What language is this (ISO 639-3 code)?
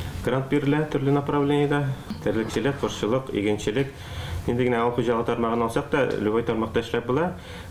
tat